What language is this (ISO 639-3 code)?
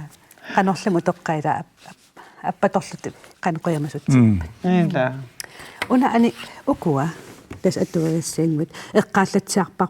kal